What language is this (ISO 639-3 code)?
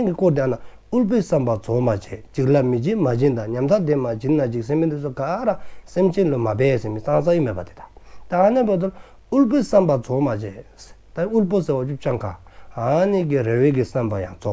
dzo